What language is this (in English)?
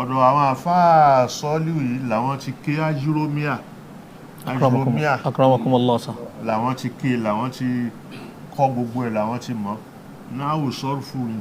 Yoruba